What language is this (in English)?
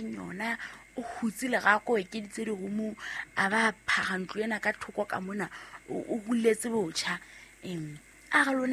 Southern Sotho